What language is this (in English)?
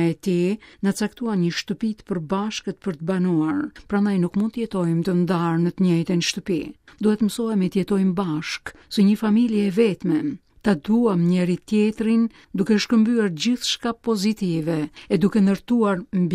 Albanian